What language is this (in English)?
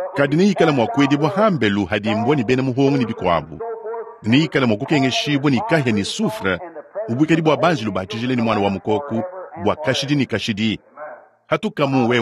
Luba-Lulua